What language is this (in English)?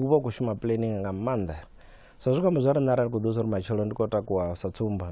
Venda